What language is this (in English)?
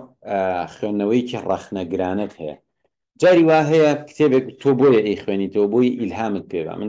Central Kurdish